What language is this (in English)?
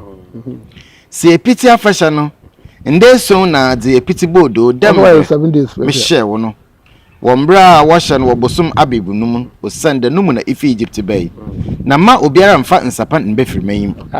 Akan